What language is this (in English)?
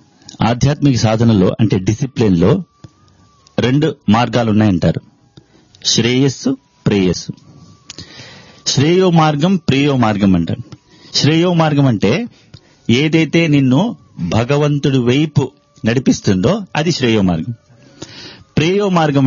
Telugu